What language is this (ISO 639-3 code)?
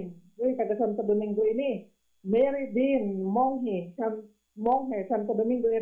bik